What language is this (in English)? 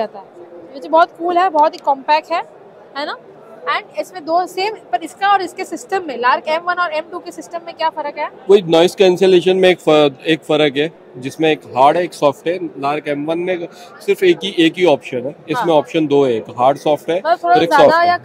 Hindi